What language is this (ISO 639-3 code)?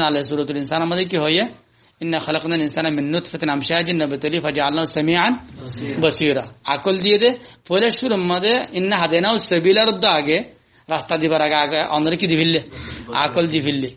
rhg